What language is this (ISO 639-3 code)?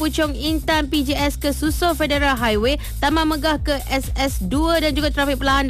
msa